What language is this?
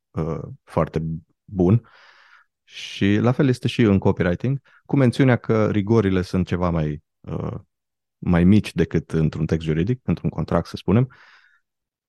Romanian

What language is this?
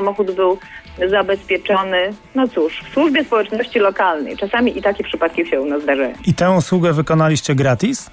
Polish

